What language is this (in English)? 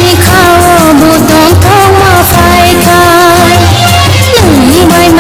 Kok Borok